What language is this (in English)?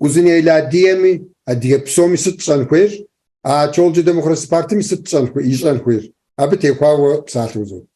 Kabardian